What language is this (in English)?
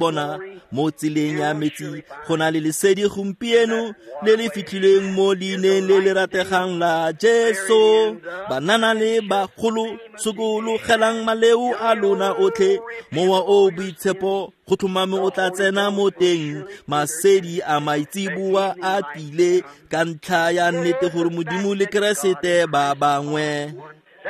Tswana